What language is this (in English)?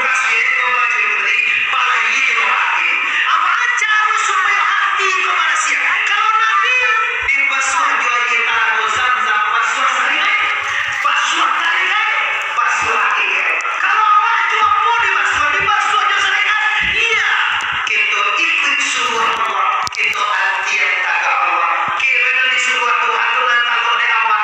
Minangkabau